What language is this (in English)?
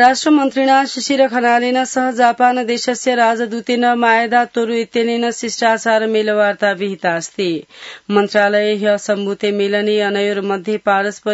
Sanskrit